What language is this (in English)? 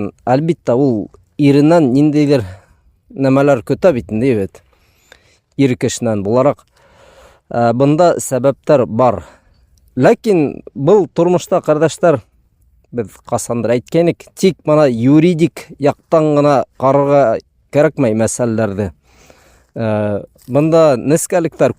Bashkir